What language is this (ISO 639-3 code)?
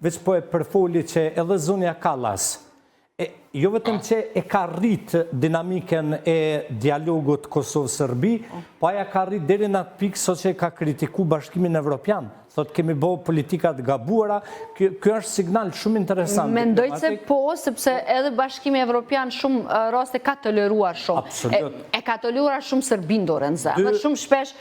sqi